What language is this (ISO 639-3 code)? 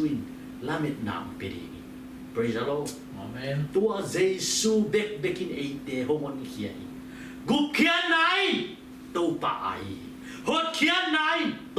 ctd